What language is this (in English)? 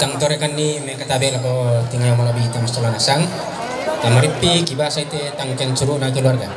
Toraja-Sa'dan